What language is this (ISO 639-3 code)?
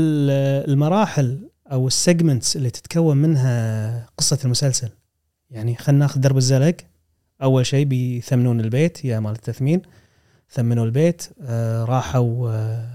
afb